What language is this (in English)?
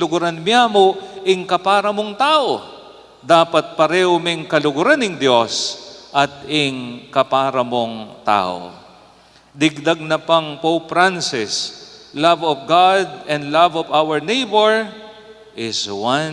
Pampanga